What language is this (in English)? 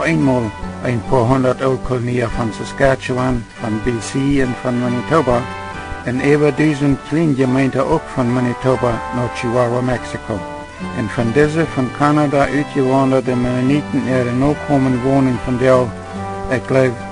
Plautdietsch